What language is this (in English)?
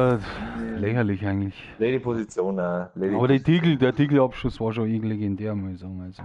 Bavarian